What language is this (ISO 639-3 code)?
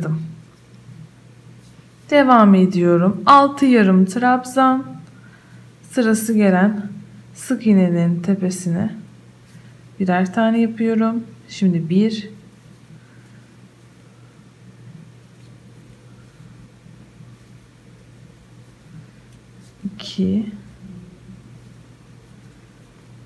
tur